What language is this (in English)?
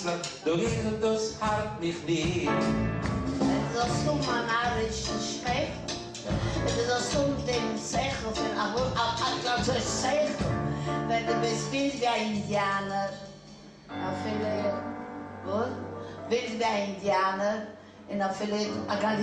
Yiddish